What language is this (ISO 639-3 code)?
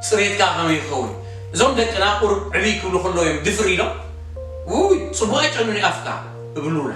tir